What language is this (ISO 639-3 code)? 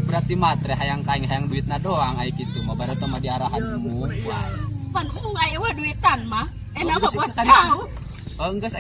sun